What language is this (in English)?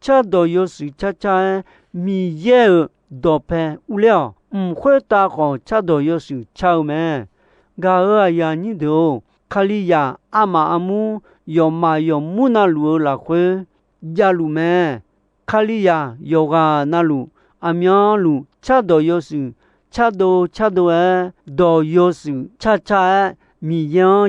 Akha